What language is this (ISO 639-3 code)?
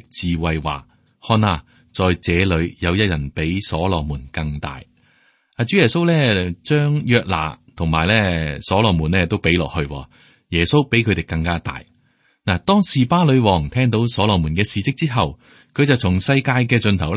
yue